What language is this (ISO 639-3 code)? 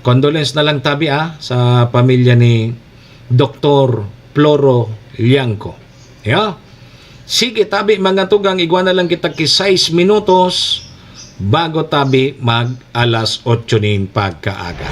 bik